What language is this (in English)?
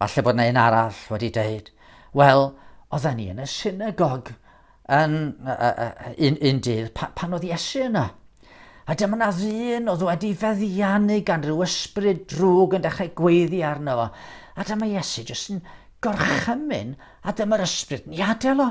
Welsh